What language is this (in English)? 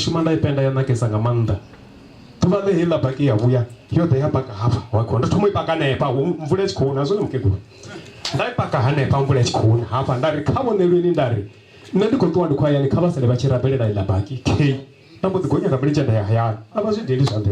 Venda